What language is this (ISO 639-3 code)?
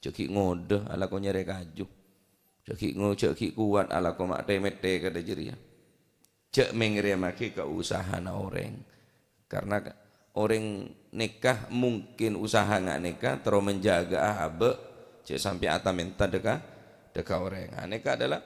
mad